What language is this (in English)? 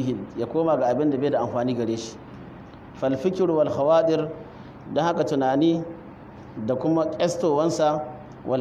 Hausa